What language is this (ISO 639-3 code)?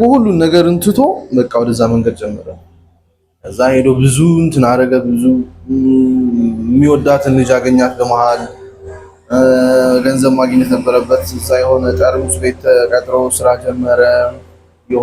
amh